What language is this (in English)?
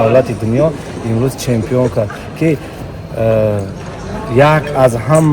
Tajik